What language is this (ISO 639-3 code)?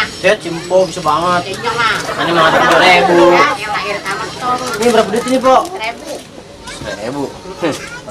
bew